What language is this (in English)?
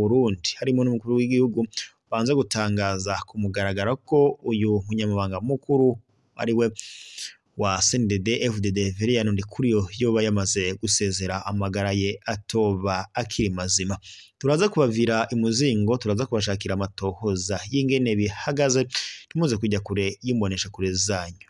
Rundi